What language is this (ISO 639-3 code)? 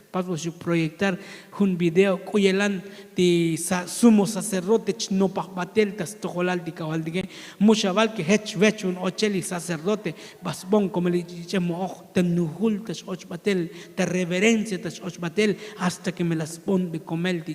tzo